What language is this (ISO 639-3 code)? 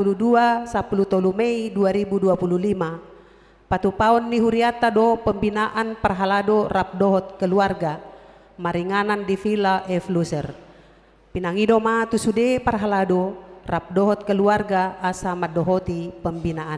bbc